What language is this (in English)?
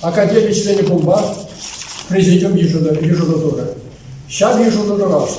Chuvash